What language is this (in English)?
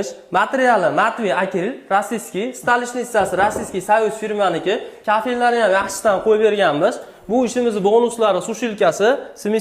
Uzbek